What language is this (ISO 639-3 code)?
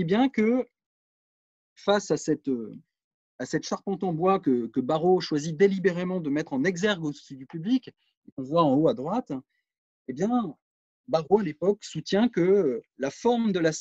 fra